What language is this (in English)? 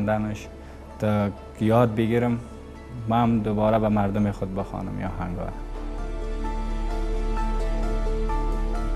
Persian